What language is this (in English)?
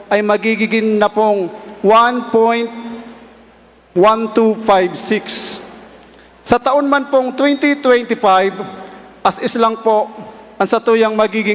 Bikol